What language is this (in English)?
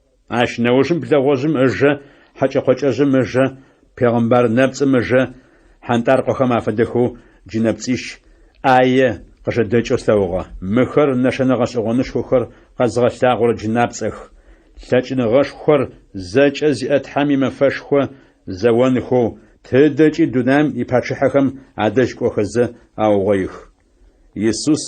Adyghe